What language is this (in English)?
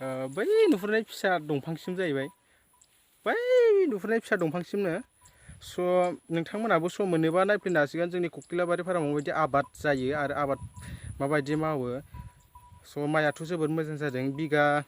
Bodo